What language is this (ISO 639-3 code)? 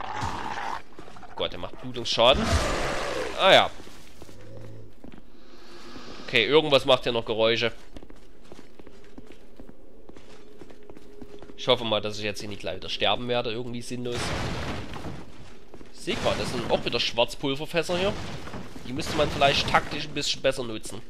deu